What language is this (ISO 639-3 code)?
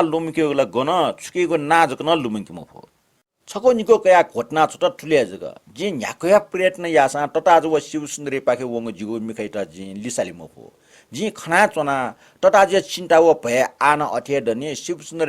new